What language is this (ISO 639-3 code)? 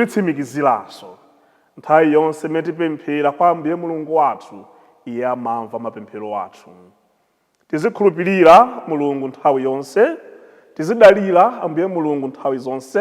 nya